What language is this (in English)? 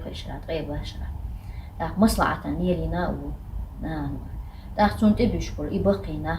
Chechen